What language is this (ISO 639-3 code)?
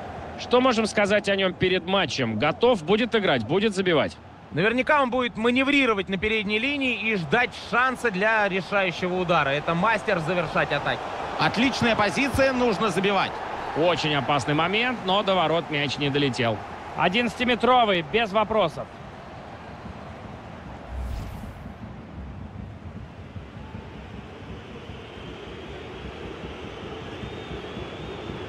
rus